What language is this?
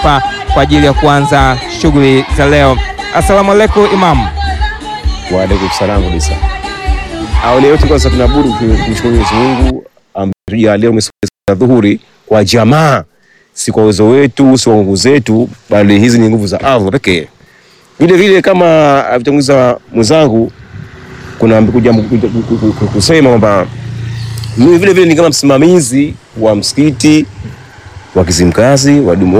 Swahili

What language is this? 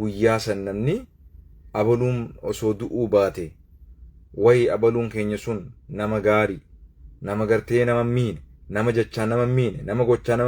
Oromo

